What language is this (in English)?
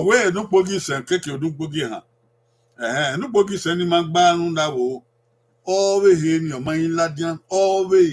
Bini